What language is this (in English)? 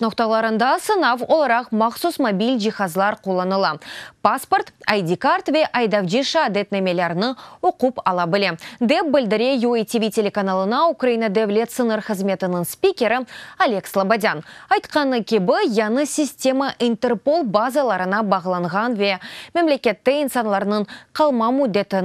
Crimean Tatar